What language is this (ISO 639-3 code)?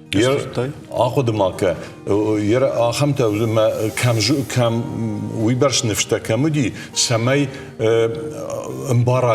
oss